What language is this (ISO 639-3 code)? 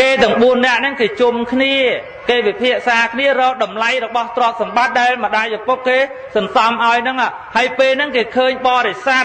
khm